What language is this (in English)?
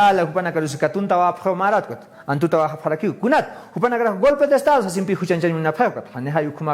Aymara